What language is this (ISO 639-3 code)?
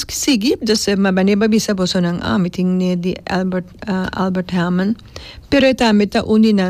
pap